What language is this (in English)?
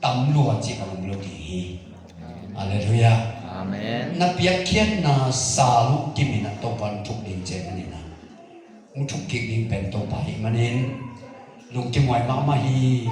Tedim Chin